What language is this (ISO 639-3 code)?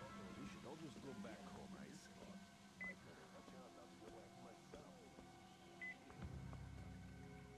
eng